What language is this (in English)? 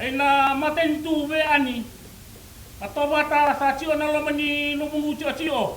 Fijian